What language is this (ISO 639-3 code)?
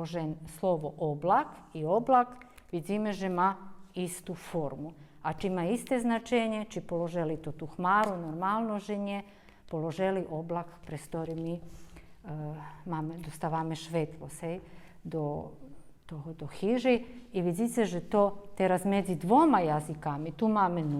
rue